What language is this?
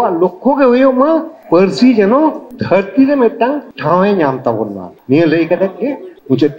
Santali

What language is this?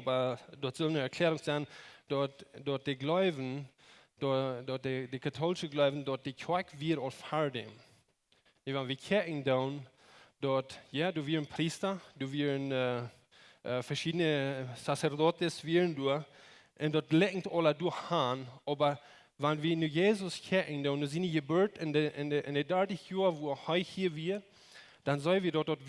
Plautdietsch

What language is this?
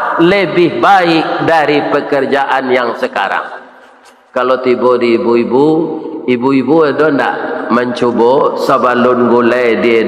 Minangkabau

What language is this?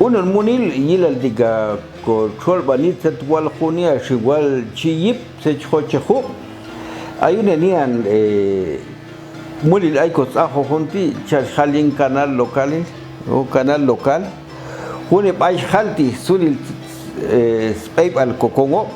Popti'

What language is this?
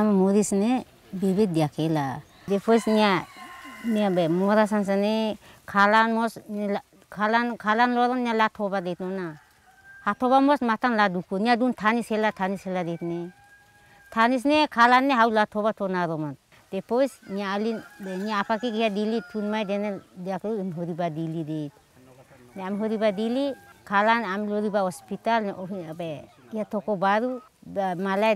Tetum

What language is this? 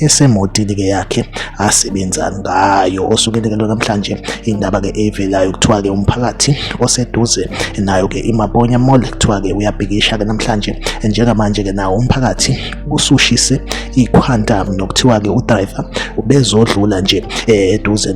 Zulu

